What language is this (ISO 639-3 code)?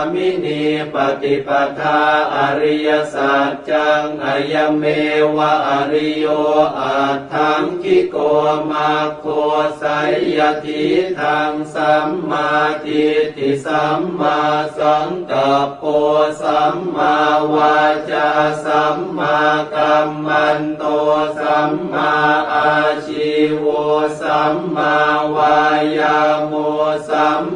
pli